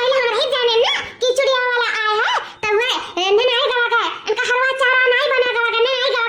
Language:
Awadhi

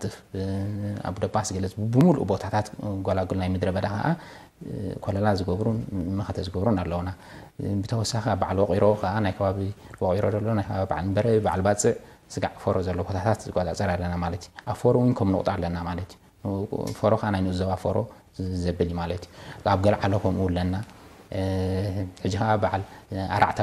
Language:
Tigrinya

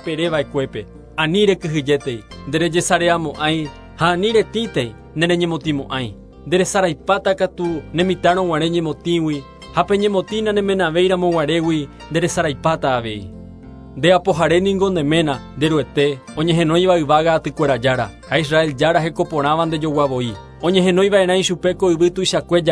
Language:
Guarani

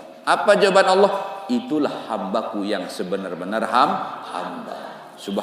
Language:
Sasak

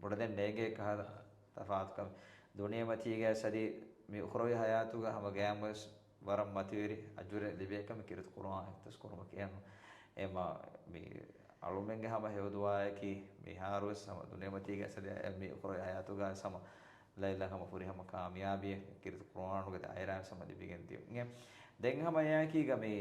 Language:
Divehi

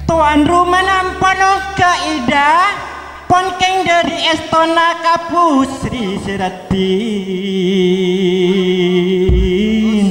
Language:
Madurese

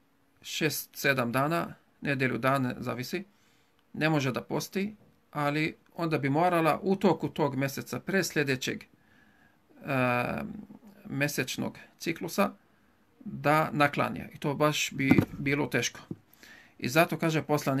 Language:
Bosnian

